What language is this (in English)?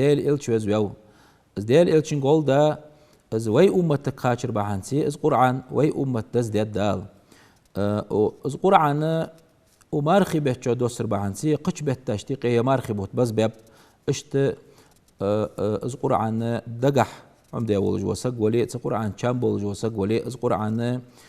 Ingush